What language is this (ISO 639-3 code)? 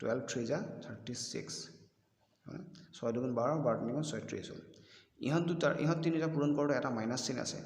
asm